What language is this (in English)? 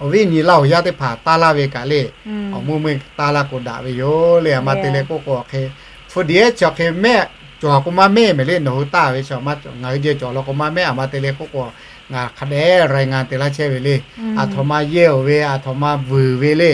Lahu